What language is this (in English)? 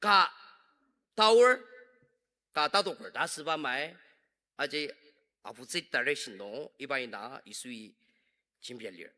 Ao Naga